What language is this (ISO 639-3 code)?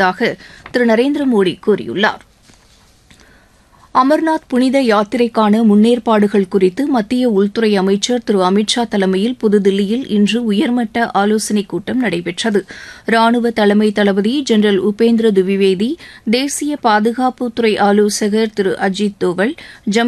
tam